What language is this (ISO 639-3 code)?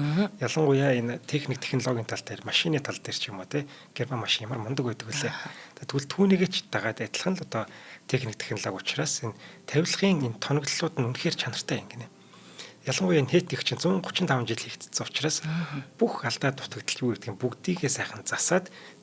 mon